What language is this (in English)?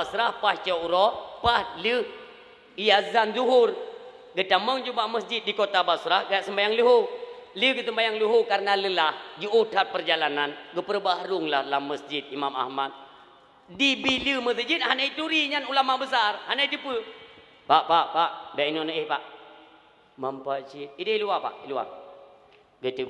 Achinese